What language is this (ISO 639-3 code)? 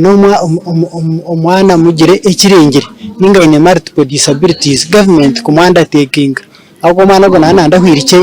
nyn